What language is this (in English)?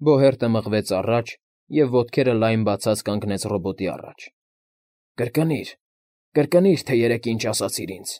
Armenian